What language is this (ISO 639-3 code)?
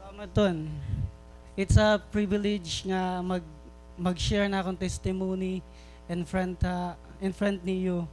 war